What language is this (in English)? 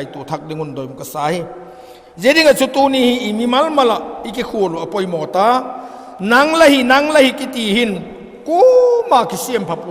Vaiphei